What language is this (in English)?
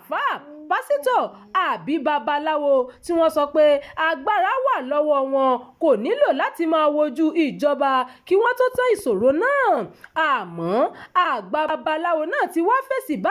Yoruba